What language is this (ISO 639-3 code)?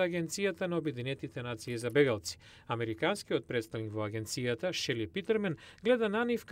mkd